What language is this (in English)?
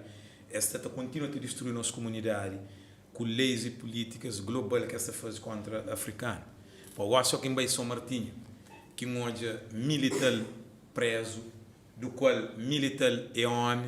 Kabuverdianu